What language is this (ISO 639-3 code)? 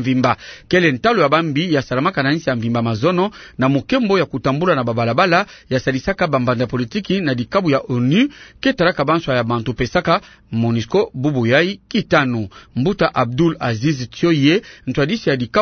ktu